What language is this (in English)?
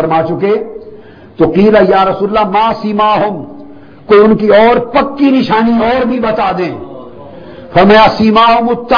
Urdu